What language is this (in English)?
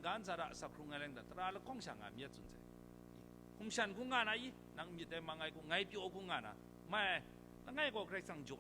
Kachin